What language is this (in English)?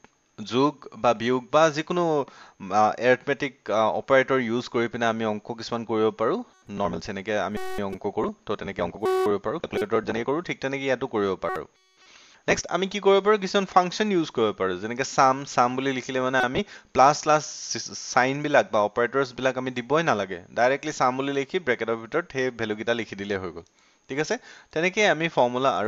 Assamese